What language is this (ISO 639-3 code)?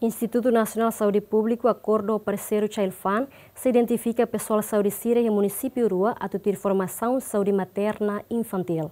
tet